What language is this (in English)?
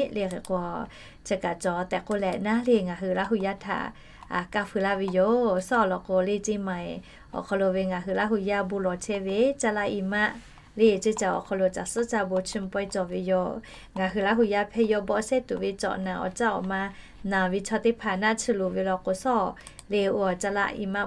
Lahu